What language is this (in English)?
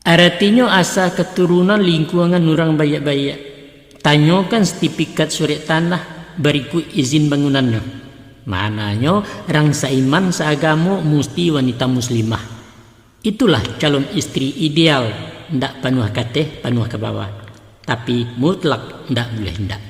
Minangkabau